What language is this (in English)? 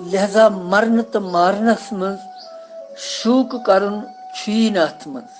Kashmiri